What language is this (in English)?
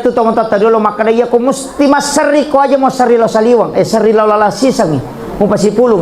Buginese